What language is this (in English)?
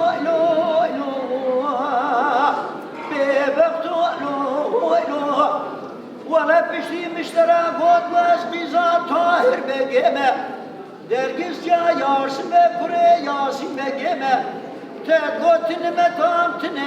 Kurdish